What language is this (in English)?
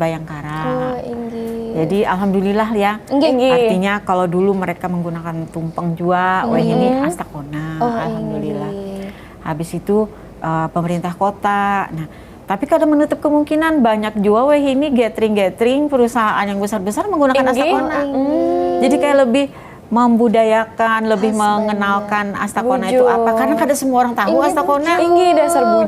Banjar